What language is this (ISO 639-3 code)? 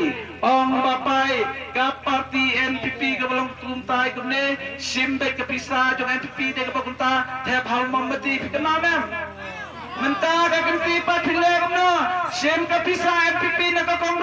kha